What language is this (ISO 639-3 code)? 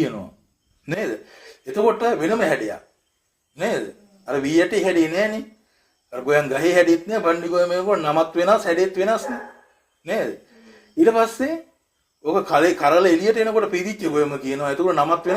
sin